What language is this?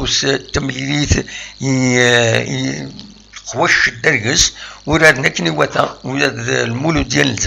Kabyle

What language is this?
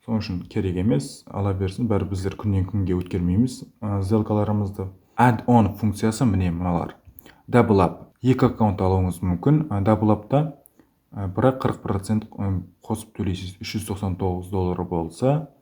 Kara-Kalpak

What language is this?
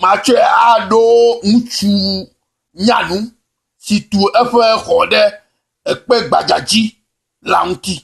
Ewe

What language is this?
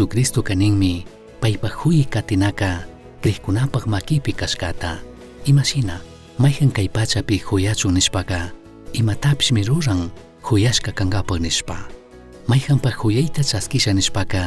Chimborazo Highland Quichua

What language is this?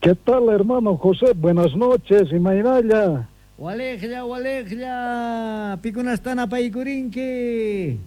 South Bolivian Quechua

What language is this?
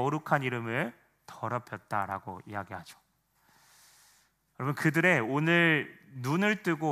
Korean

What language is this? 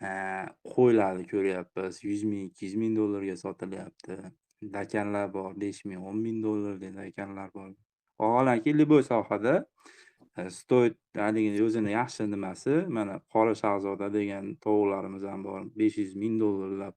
Uzbek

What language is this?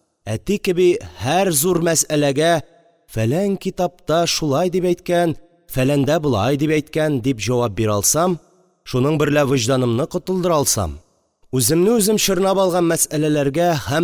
Tatar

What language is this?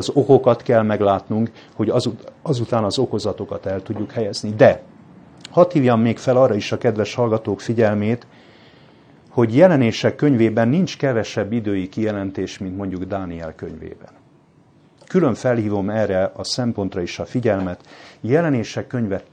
Hungarian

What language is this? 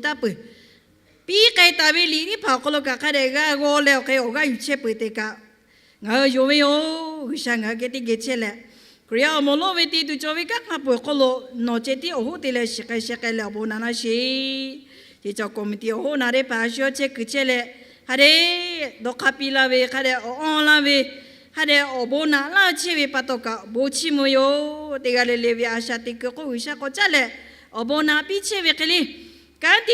Lahu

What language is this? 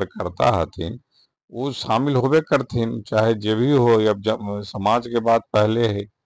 Magahi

